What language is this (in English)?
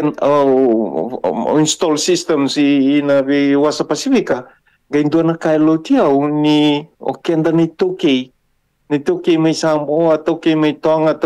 Fijian